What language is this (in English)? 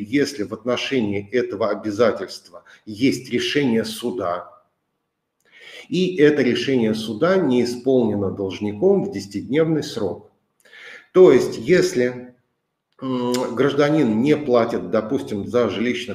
Russian